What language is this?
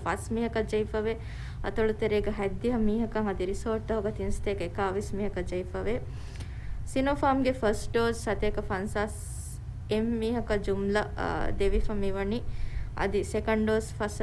Divehi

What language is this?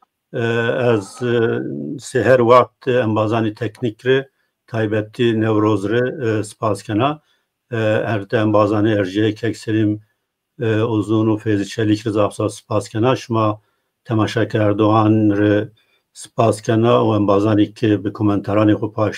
Zaza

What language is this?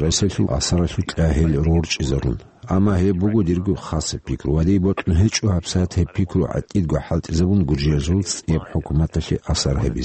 Avaric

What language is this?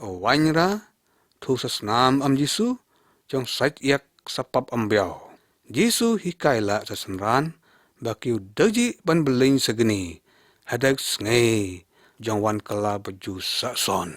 Lyngngam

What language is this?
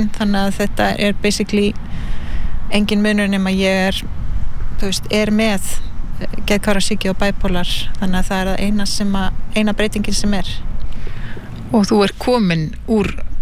Icelandic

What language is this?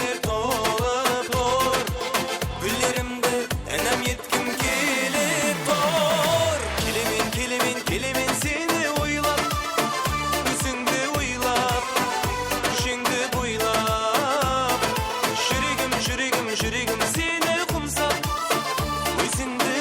Kara-Kalpak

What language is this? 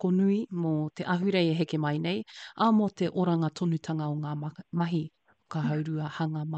Māori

